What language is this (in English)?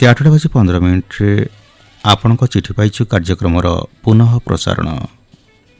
Odia